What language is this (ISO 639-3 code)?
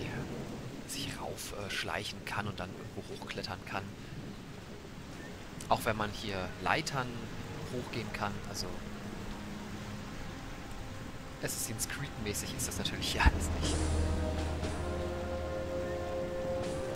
deu